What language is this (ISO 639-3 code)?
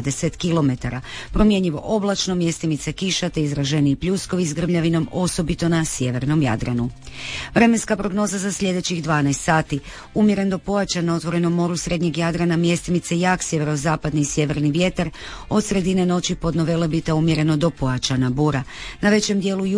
hrv